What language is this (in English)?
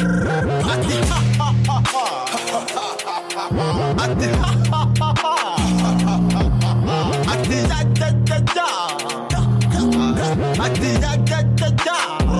Kinyarwanda